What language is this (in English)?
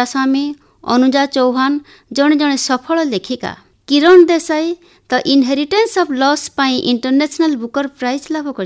Odia